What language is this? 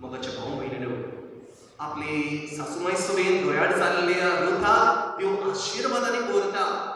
Konkani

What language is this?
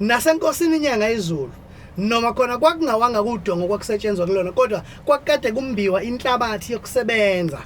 Zulu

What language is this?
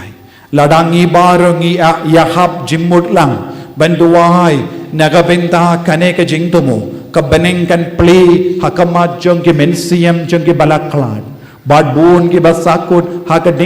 Khasi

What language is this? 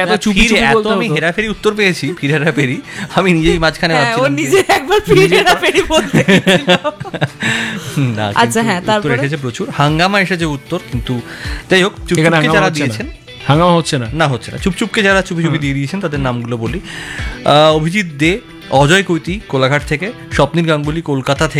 Bangla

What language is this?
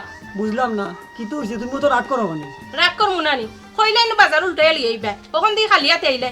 Sylheti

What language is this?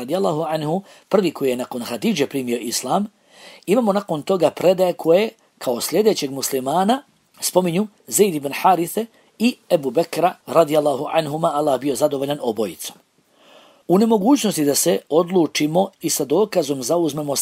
Bosnian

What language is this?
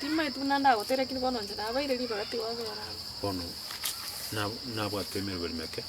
Gusii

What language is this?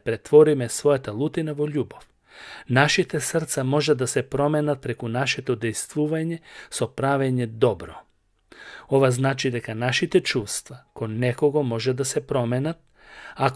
Macedonian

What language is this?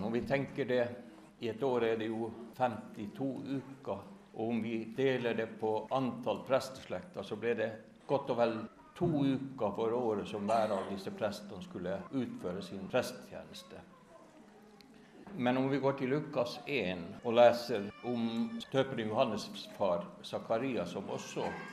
Norwegian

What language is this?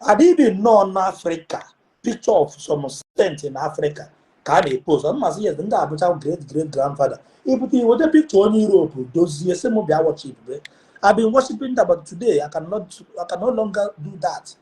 Igbo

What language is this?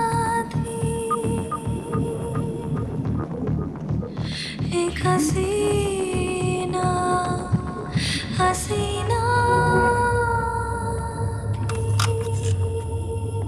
Hindi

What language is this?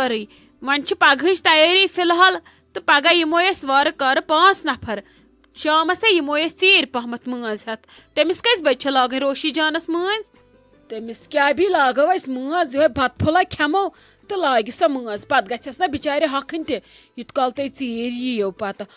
Kashmiri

